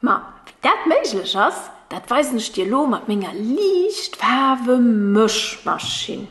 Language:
Luxembourgish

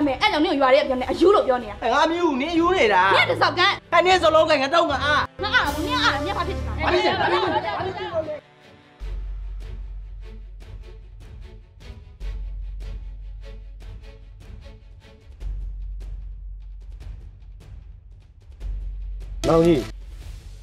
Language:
Burmese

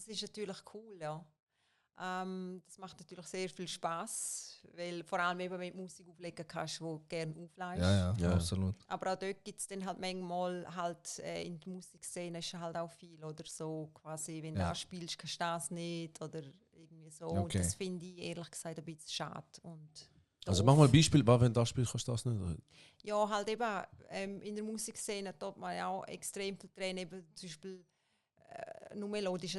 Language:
Swiss German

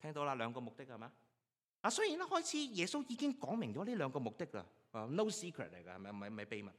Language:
Cantonese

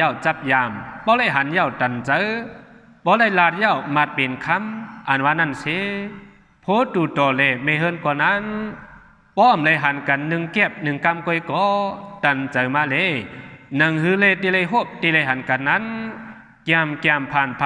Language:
Shan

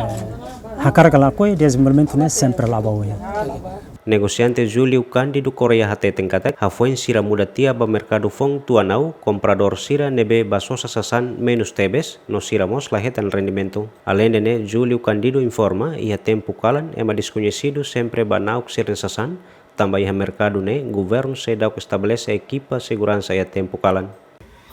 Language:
Tetum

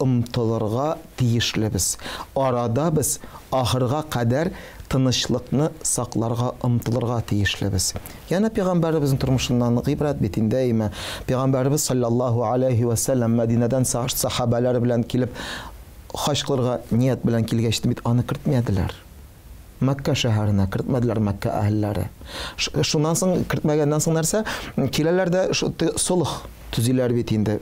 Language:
Tatar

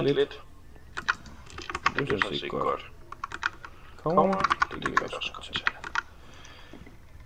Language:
Danish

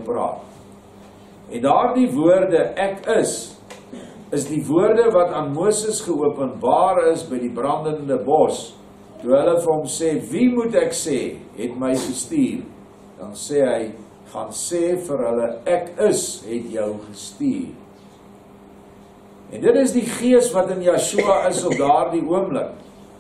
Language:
Afrikaans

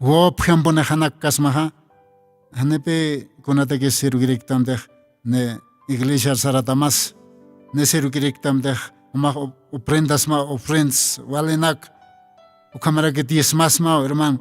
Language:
Aymara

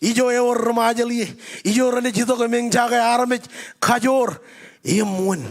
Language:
Marshallese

